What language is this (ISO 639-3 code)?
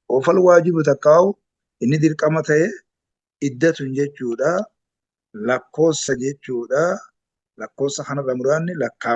orm